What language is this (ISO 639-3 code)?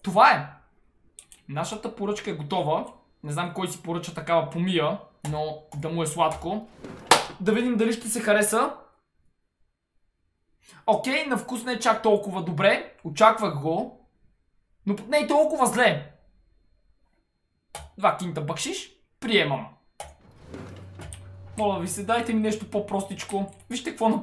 bul